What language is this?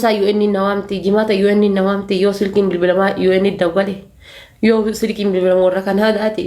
Oromo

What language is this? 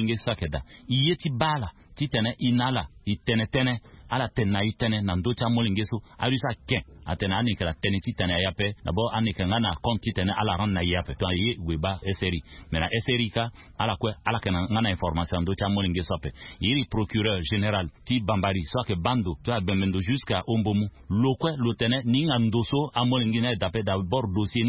Sango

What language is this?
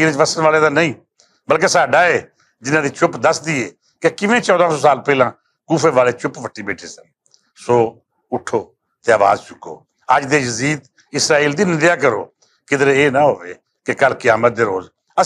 Western Panjabi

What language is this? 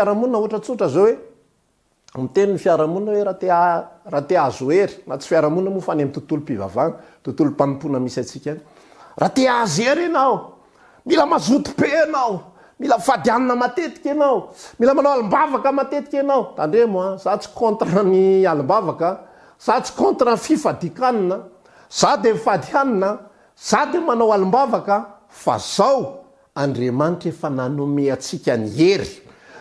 Malagasy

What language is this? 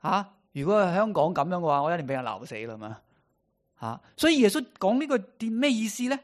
Cantonese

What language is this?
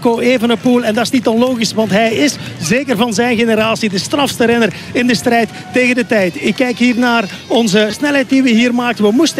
Dutch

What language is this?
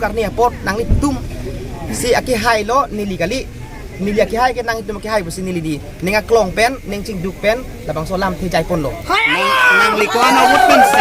Karbi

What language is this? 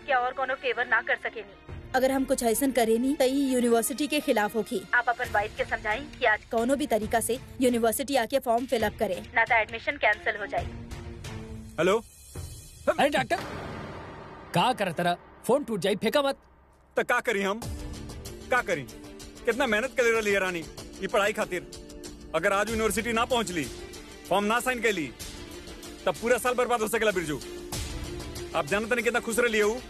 Bhojpuri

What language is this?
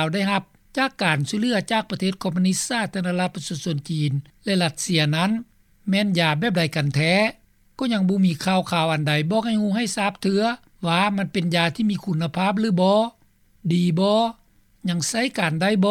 Lao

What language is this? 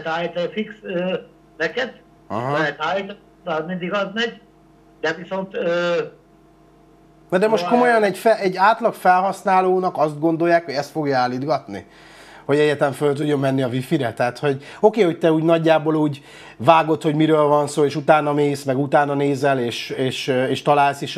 Hungarian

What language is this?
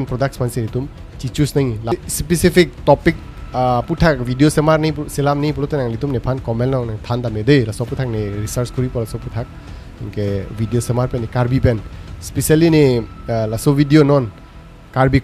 Karbi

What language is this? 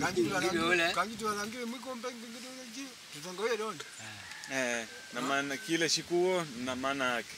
Makonde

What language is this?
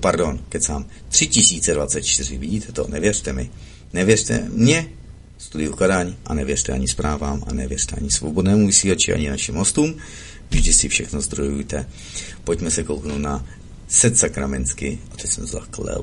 Czech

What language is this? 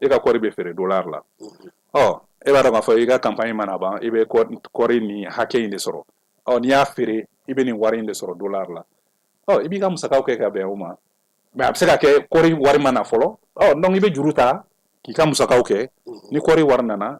Bambara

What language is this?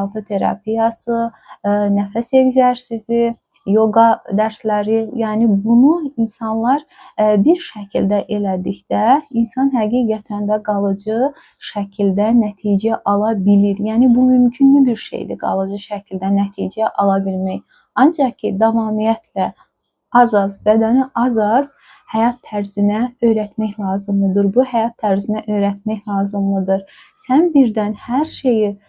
Azerbaijani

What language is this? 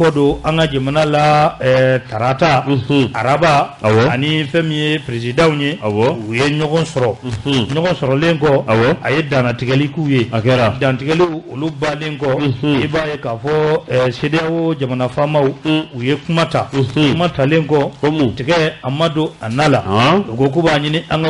Bambara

